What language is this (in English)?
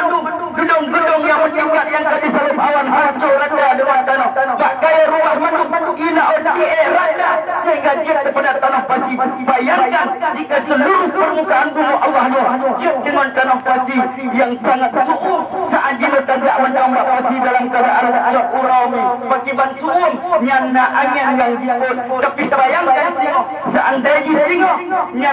Achinese